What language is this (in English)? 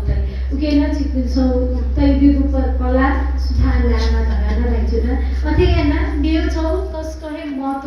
Newari